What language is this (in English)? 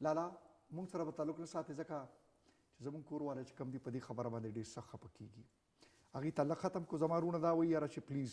Pashto